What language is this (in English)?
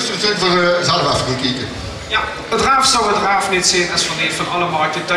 Limburgish